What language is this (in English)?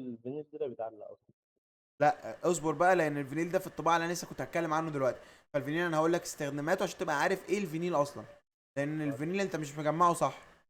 Egyptian Arabic